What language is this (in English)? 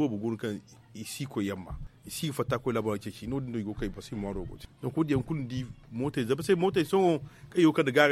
Zarma